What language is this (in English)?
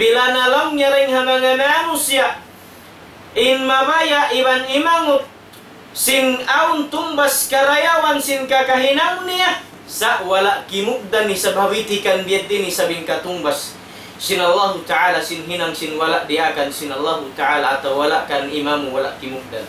Tausug